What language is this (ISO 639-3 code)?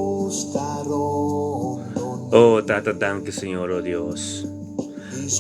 pap